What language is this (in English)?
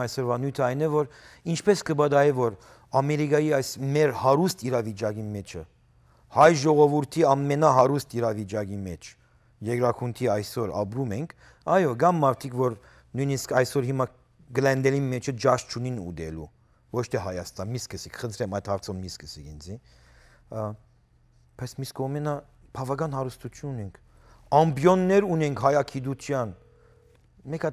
Western Armenian